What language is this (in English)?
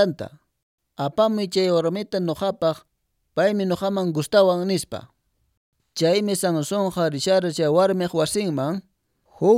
Quechua